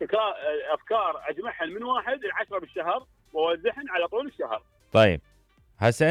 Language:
Mesopotamian Arabic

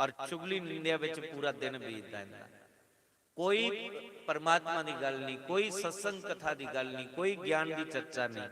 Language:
Dogri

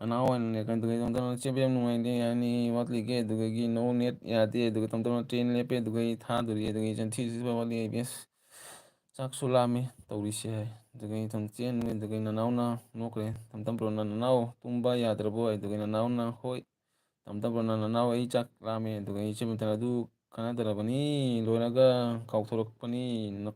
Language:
Manipuri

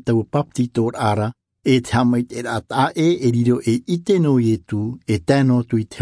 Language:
Tahitian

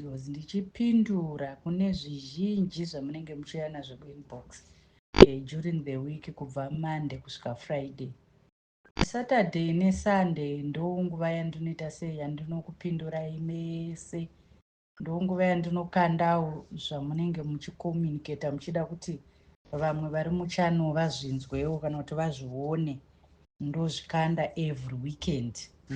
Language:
Shona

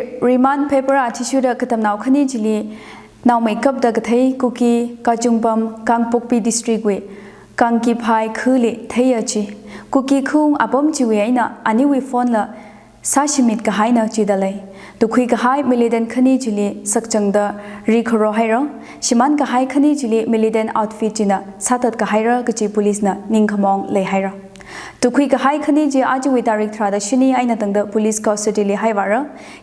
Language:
Tangkhul Naga (India)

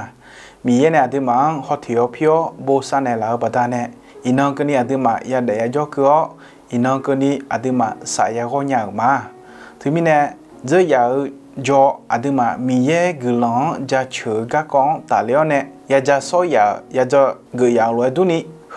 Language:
Akha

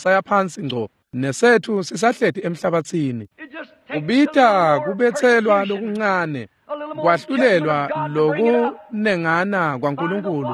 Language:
Swati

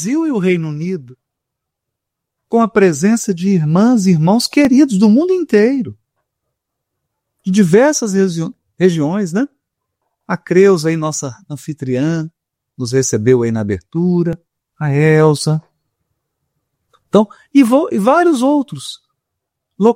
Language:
Portuguese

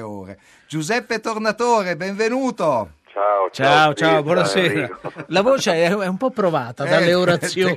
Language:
Italian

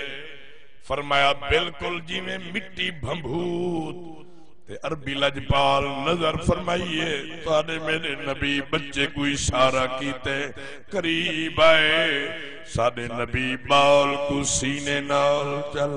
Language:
Saraiki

